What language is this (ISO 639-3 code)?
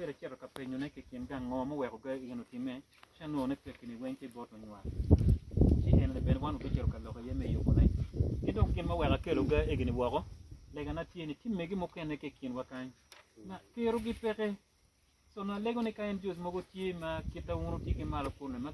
ach